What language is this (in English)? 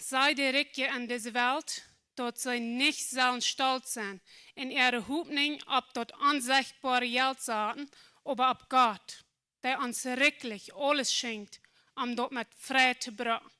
Plautdietsch